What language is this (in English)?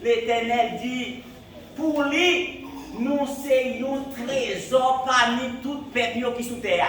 Haitian Creole